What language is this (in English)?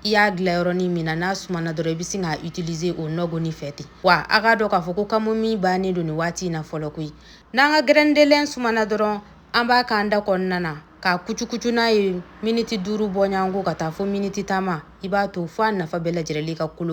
Bambara